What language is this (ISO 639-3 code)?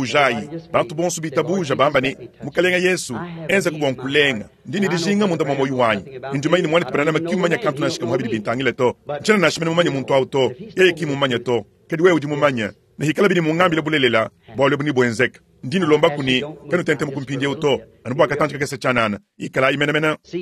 lua